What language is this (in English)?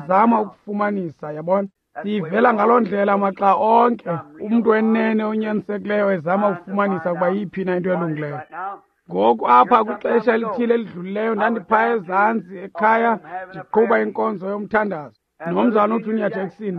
Xhosa